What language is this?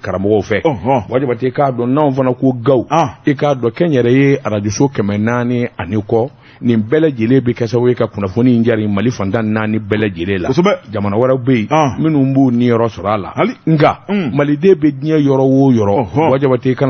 Bambara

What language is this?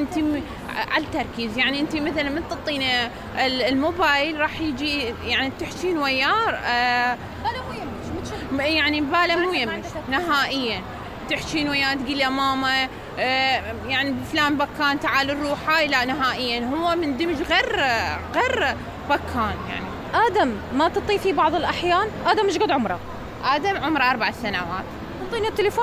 Mesopotamian Arabic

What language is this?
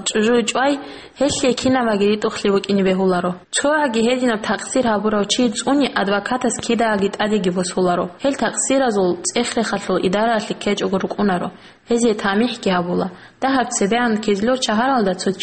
Avaric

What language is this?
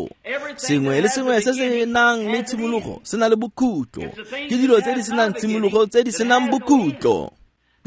Tswana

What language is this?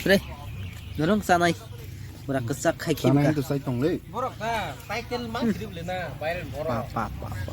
Kok Borok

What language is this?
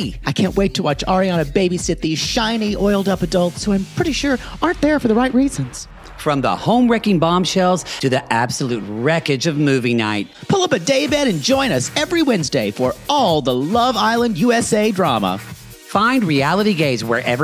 English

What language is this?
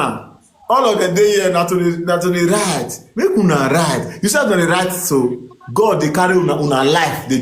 Nigerian Pidgin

